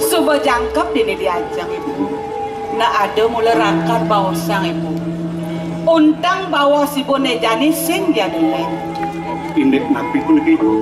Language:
Balinese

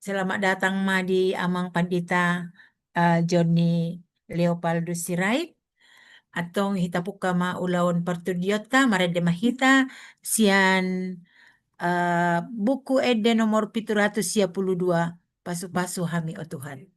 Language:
Batak Toba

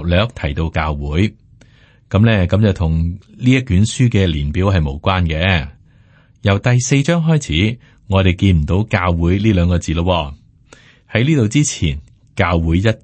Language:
Cantonese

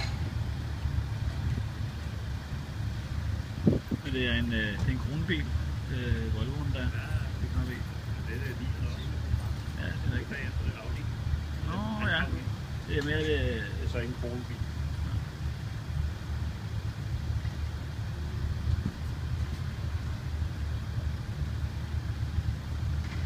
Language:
Danish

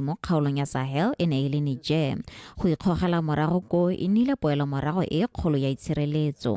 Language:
Tswana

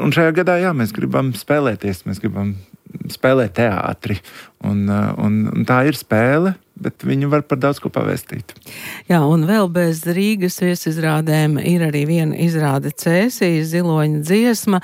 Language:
Latvian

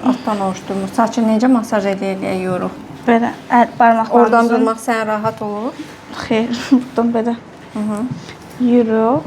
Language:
Azerbaijani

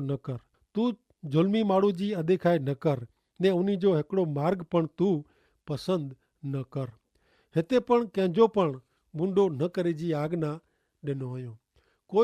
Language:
Kachhi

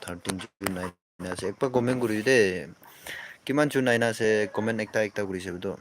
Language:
Naga Pidgin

